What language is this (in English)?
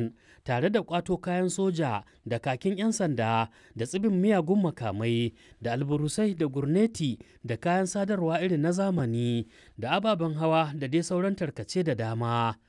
Hausa